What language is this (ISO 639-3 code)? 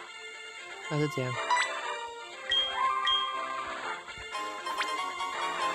zho